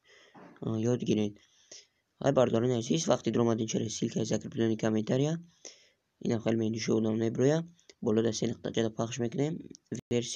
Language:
Tajik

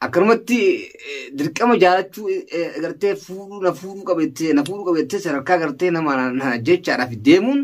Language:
Oromo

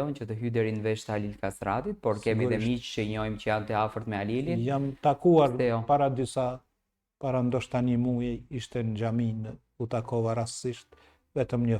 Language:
Albanian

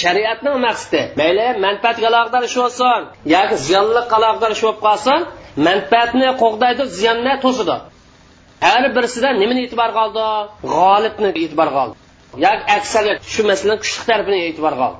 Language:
Uyghur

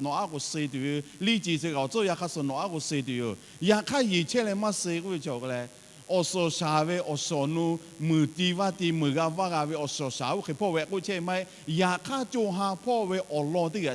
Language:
Lahu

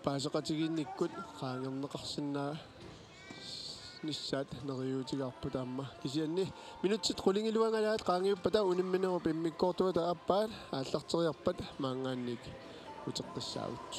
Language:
Kalaallisut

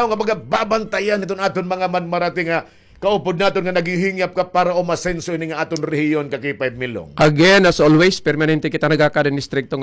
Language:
Waray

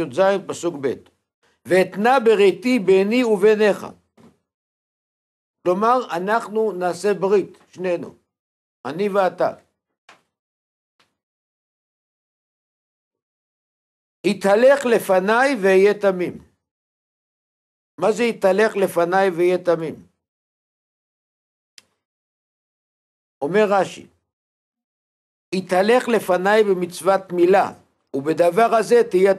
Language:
Hebrew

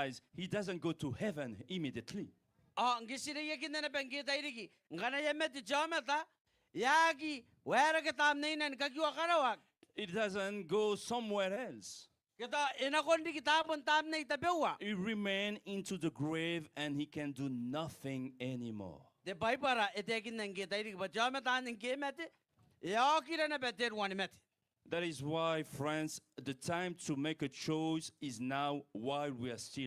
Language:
Gilbertese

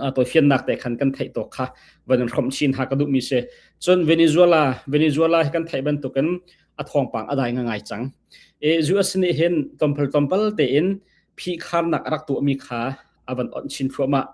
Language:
Hakha Chin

